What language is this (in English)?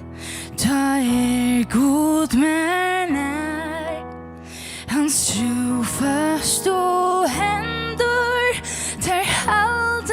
Faroese